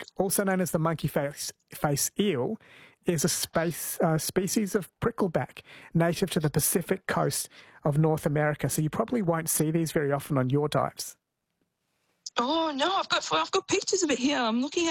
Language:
English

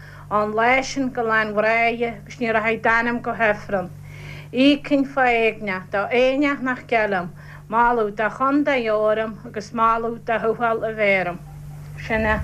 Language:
Irish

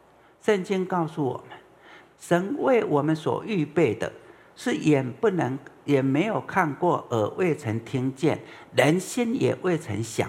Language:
Chinese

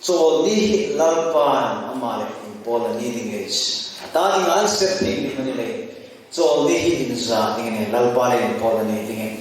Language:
Hmar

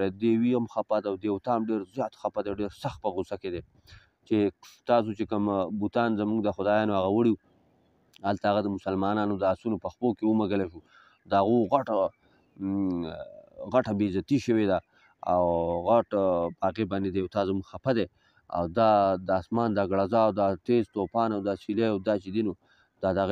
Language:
Pashto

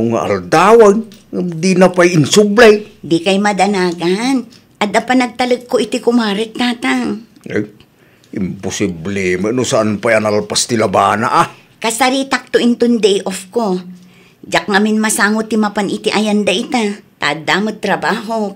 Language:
Iloko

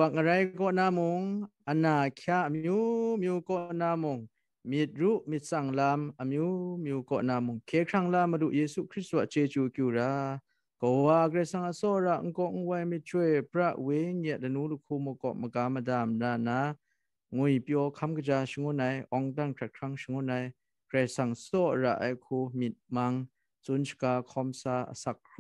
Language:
Kachin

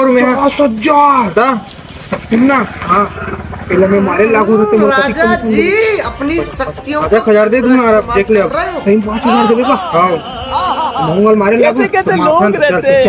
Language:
Chhattisgarhi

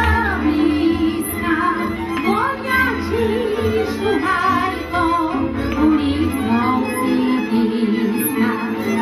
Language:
Slovak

